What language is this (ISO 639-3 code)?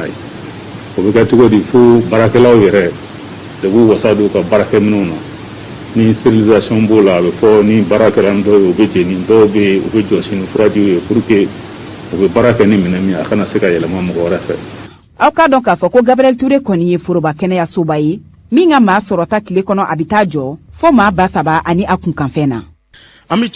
bam